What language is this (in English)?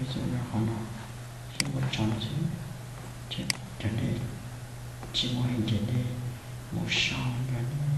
Hmong